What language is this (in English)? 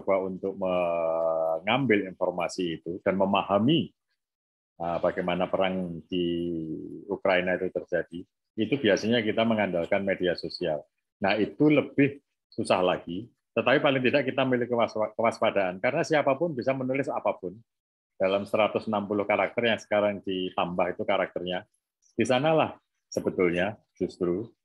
Indonesian